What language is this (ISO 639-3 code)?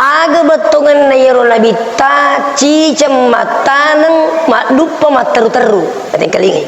bug